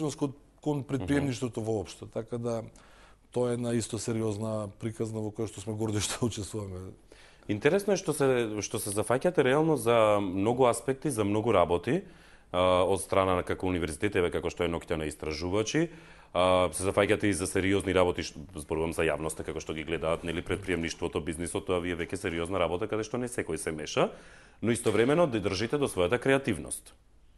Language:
Macedonian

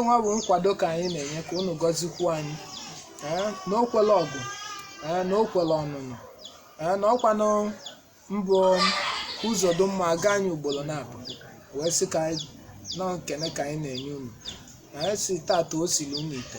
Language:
Igbo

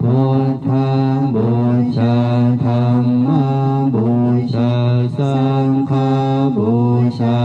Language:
Pali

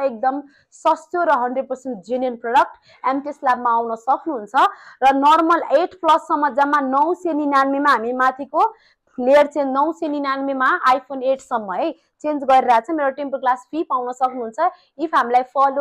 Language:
Nepali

